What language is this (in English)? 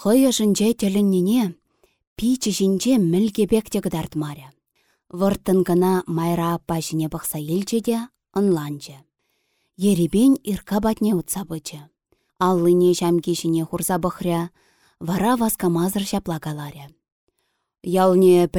Chuvash